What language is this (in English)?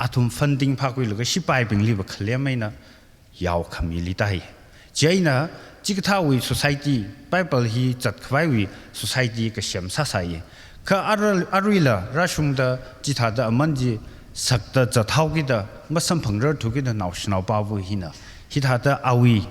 Tangkhul Naga (India)